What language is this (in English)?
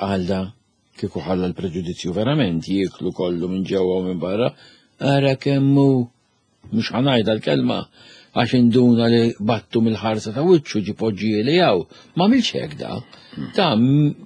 Maltese